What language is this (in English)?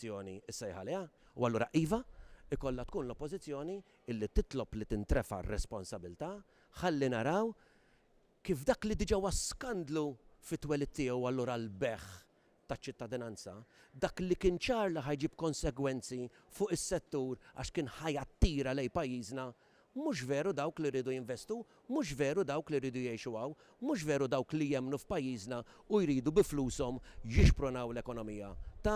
Maltese